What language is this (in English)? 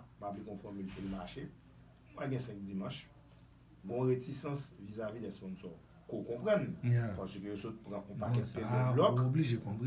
Haitian Creole